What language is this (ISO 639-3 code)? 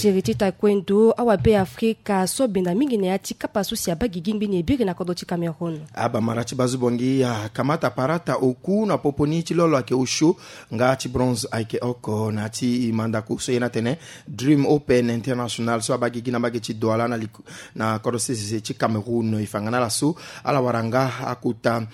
sag